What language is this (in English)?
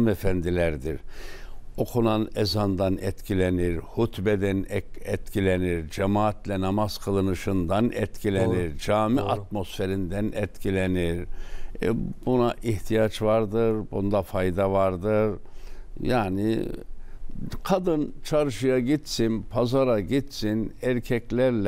Turkish